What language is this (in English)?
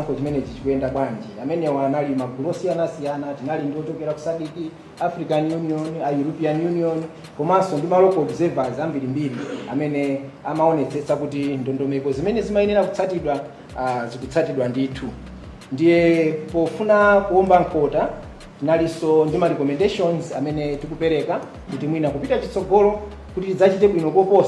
Nyanja